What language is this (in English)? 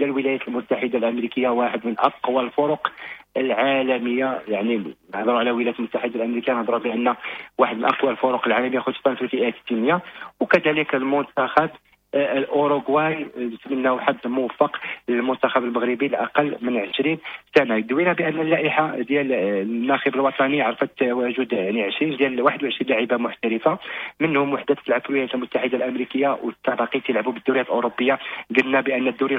Moroccan Arabic